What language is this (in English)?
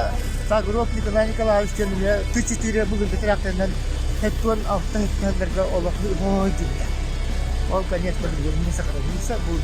Yakut